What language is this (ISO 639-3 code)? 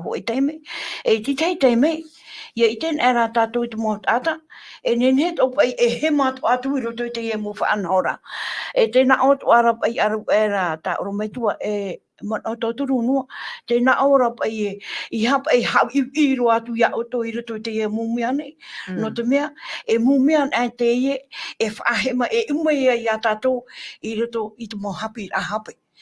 tah